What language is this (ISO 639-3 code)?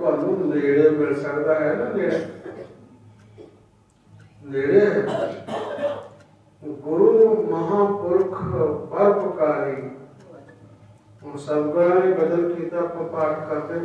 pan